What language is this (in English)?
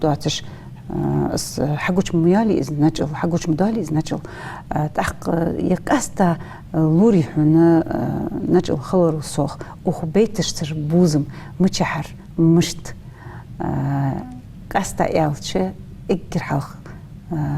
Ingush